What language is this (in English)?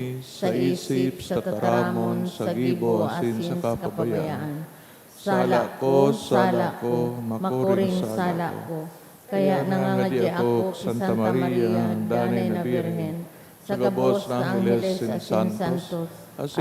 Bikol